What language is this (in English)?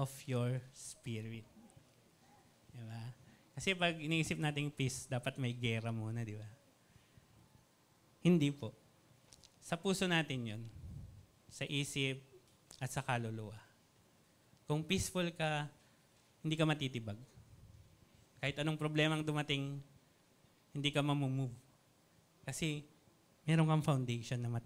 Filipino